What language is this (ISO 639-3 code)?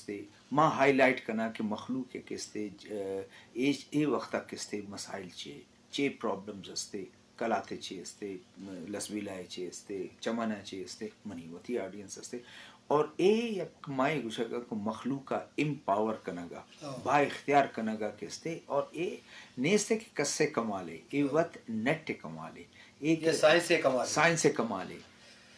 bgp